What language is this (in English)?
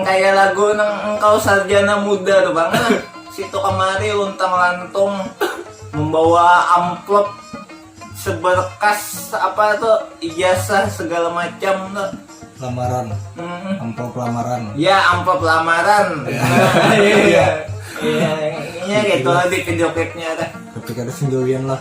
Banjar